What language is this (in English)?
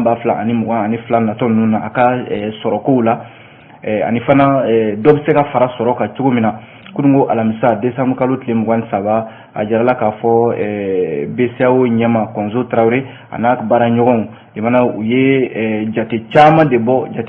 Bambara